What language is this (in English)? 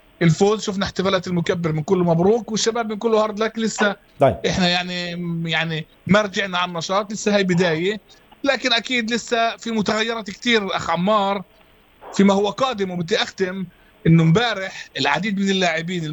North Levantine Arabic